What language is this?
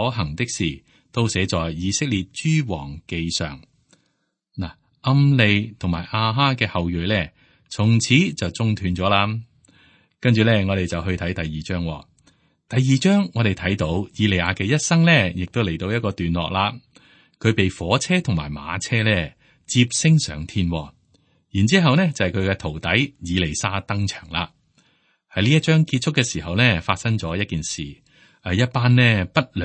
Cantonese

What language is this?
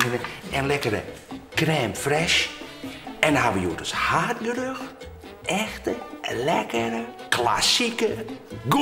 Western Frisian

